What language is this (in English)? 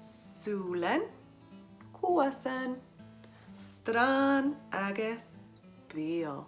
Scottish Gaelic